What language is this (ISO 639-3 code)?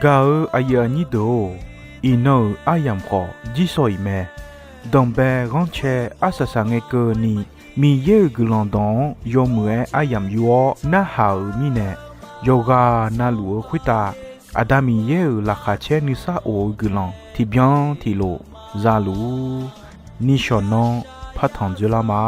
ahk